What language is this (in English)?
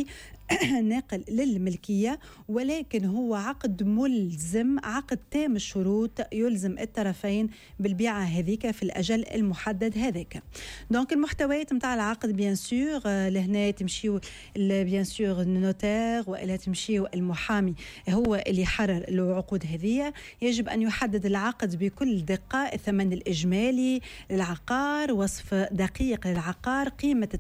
Tunisian Arabic